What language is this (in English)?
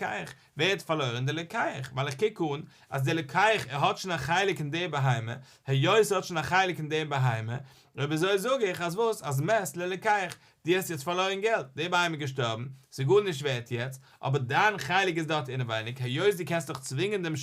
Yiddish